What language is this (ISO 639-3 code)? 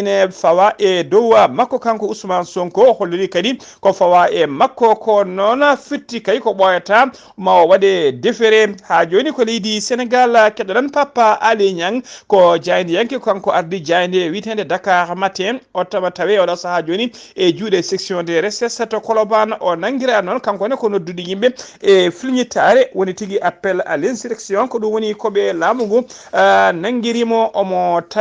ful